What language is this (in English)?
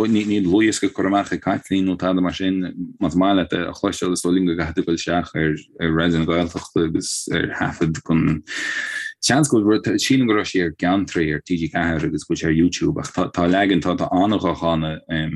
Irish